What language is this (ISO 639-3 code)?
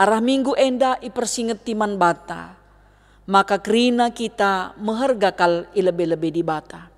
btx